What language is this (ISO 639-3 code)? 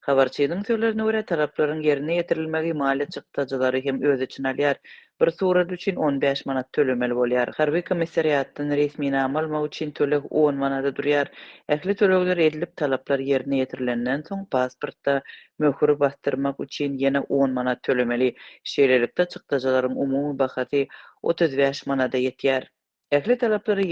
tuk